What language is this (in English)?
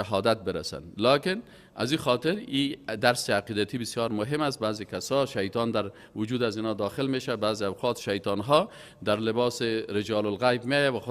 Persian